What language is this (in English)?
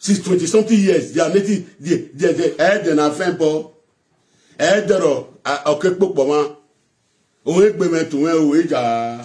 Nigerian Pidgin